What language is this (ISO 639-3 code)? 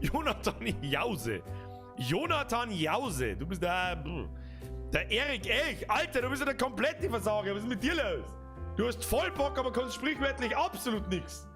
bar